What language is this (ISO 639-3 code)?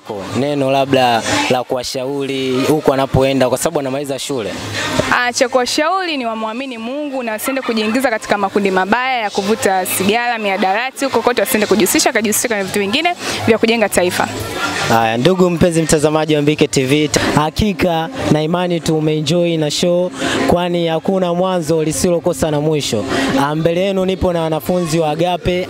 swa